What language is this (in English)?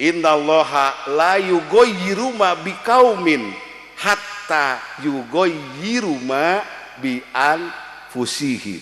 Sundanese